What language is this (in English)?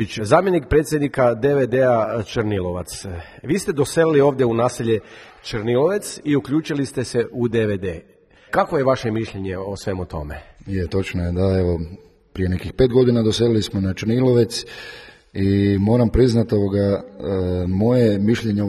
Croatian